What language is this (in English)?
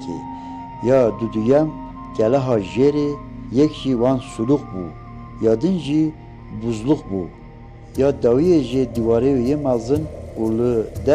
Kurdish